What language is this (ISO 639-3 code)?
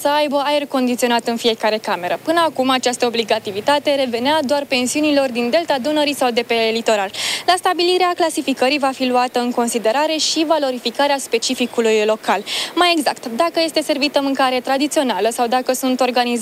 ron